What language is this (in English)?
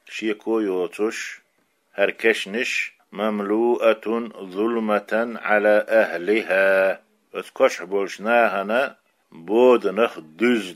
Chechen